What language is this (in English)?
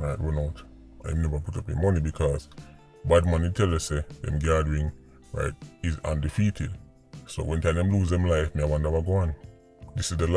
Jamaican Creole English